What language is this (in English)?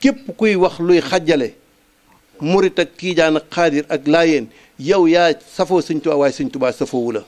Wolof